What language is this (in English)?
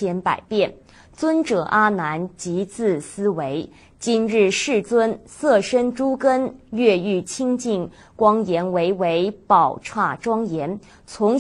Chinese